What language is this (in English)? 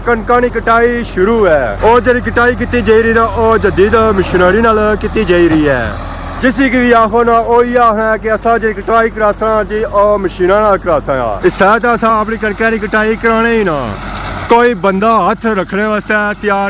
Pahari-Potwari